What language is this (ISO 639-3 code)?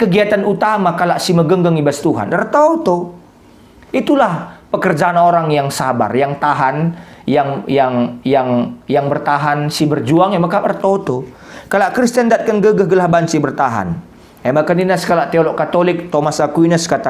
btx